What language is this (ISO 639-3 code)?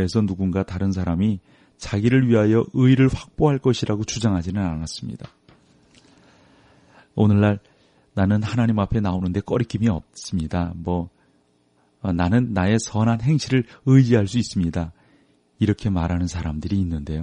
kor